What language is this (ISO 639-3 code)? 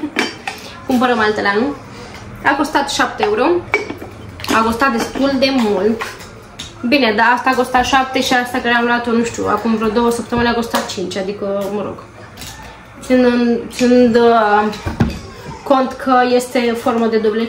ron